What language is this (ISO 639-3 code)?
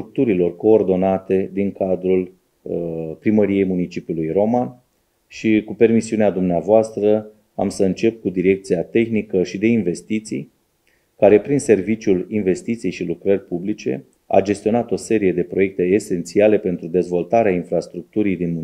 ron